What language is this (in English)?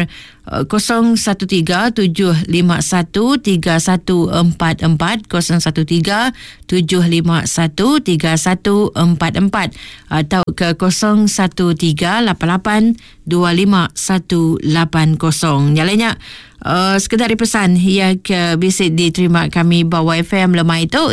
Iban